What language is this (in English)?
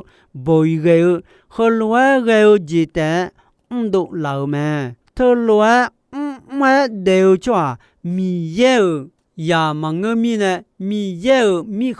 Akha